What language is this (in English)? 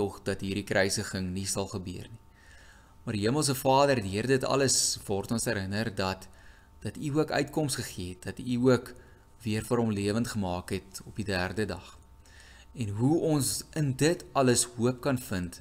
Afrikaans